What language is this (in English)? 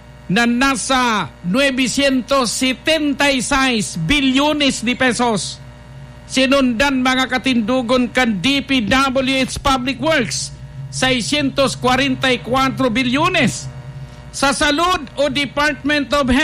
Bikol